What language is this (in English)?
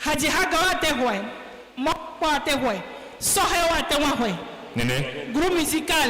Ewe